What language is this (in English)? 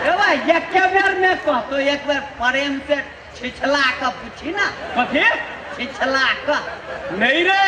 Maithili